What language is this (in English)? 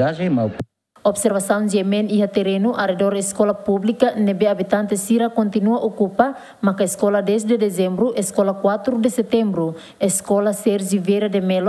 Tetum